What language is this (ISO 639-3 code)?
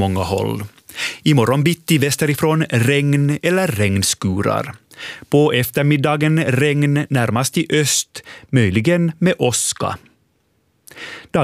swe